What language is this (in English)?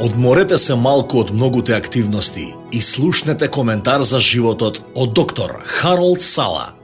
Macedonian